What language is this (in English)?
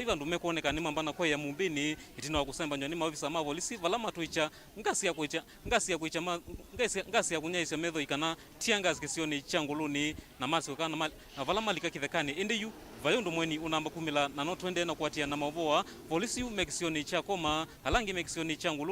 Kamba